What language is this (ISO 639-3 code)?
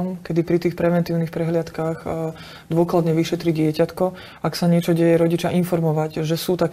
slk